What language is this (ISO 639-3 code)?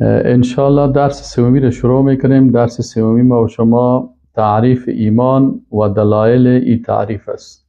fas